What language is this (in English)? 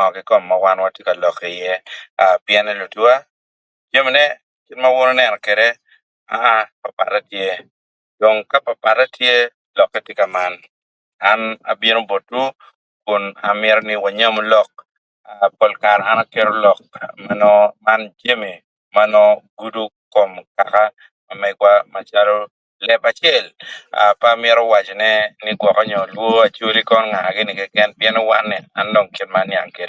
Acoli